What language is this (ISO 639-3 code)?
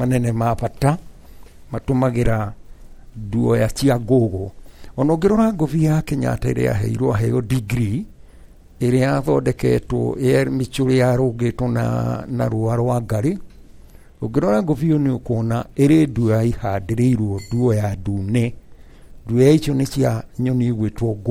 kik